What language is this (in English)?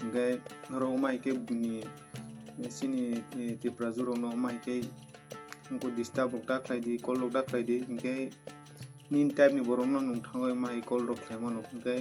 Kok Borok